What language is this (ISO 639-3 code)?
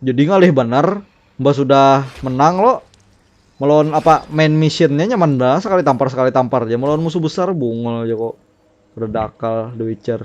bjn